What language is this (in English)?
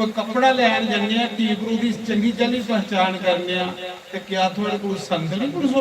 Dogri